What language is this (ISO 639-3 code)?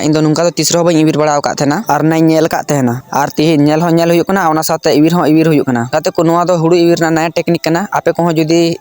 sat